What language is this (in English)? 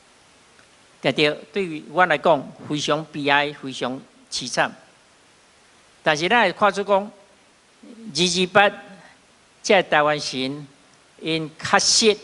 Min Nan Chinese